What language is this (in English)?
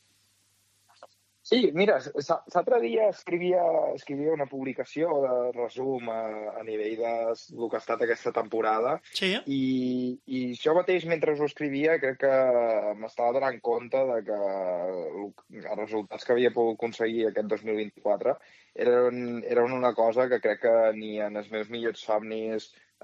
Catalan